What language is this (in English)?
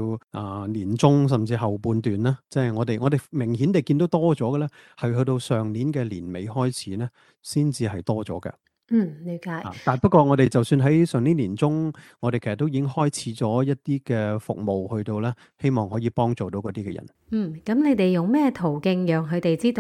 Cantonese